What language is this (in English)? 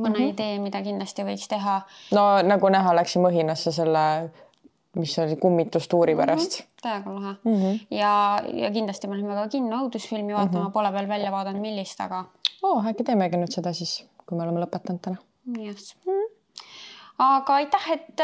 Estonian